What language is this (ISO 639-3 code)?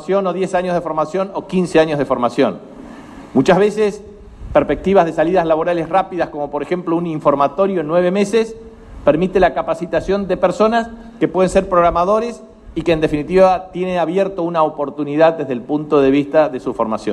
spa